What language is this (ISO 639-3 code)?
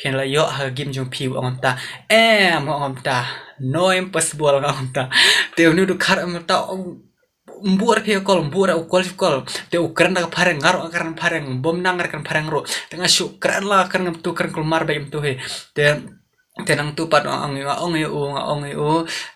kha